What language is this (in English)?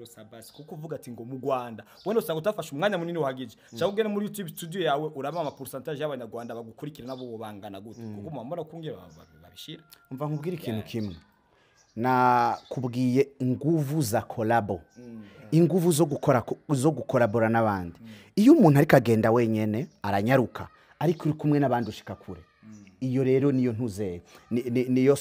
Rundi